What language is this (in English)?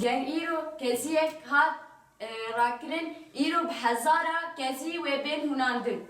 Kurdish